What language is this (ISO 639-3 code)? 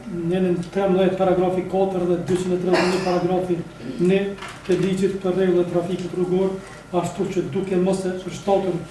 sqi